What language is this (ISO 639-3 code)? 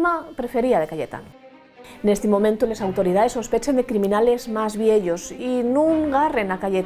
ast